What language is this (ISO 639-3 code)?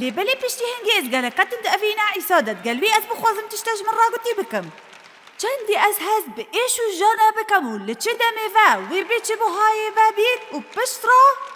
kur